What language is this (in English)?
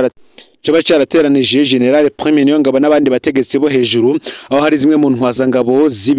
Rundi